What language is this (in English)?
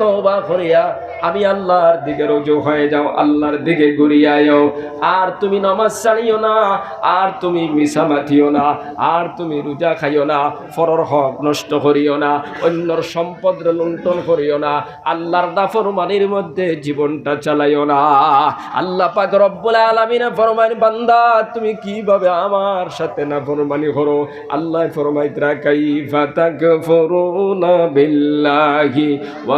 Sylheti